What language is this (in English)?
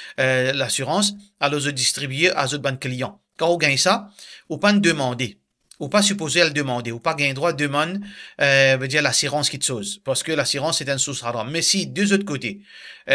Morisyen